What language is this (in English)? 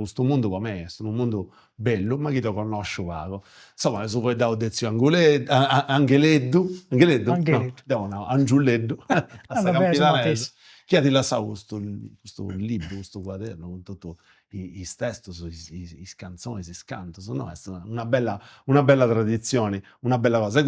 Sardinian